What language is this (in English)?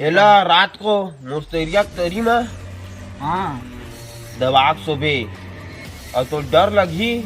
Chhattisgarhi